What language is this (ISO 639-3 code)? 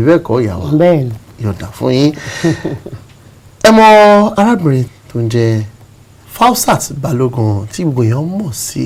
yor